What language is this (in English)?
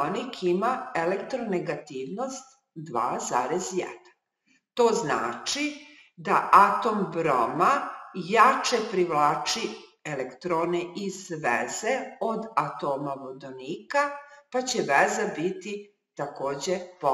Serbian